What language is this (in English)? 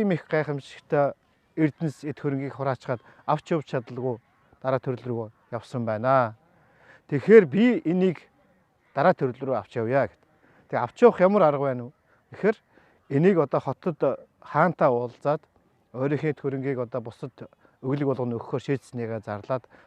Mongolian